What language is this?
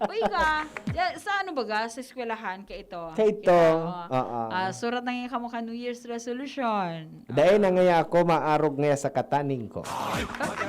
Bikol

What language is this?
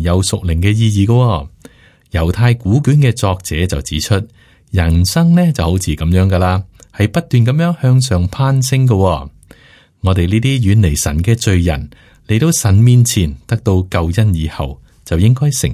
Cantonese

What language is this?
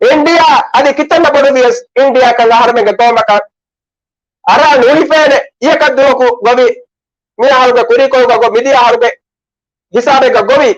Divehi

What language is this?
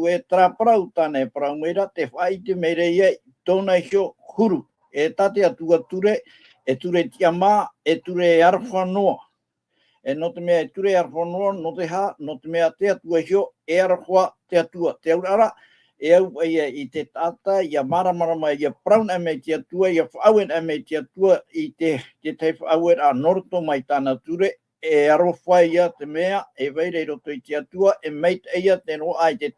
Tahitian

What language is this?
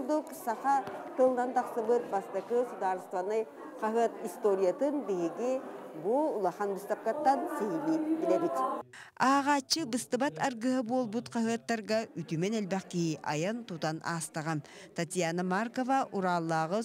Yakut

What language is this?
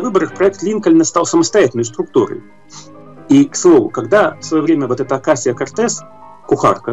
Russian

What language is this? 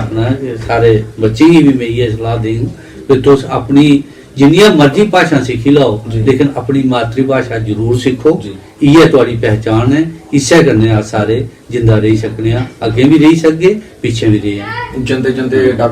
Dogri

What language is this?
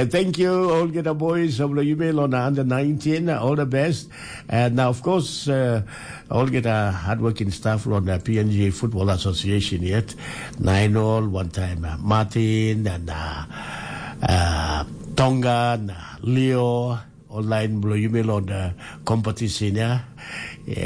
Tok Pisin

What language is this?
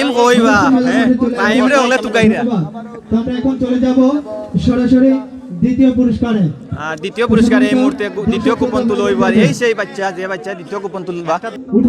Sylheti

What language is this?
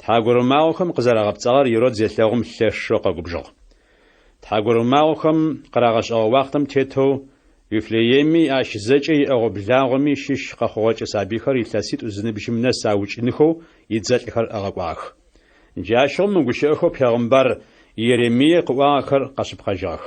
Adyghe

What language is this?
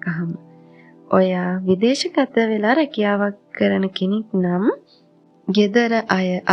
Sinhala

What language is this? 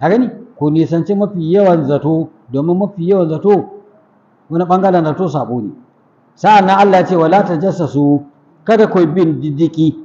Hausa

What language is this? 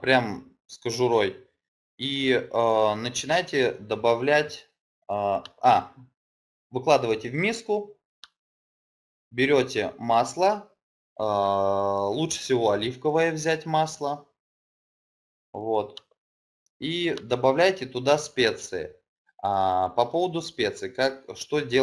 Russian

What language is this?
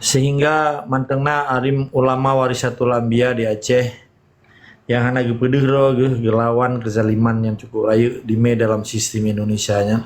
Achinese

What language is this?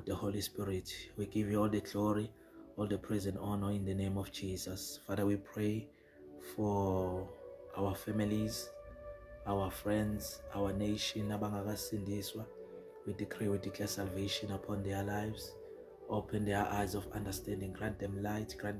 Zulu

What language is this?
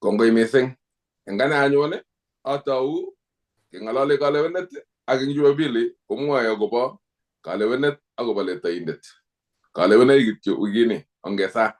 Kalenjin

